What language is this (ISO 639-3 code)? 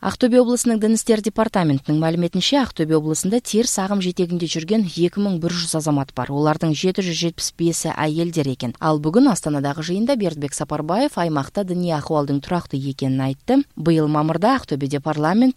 kaz